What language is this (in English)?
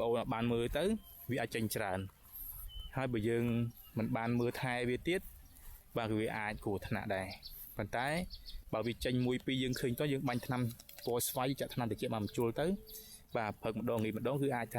Khmer